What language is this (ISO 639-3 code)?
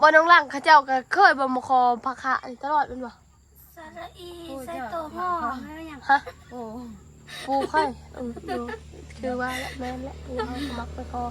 tts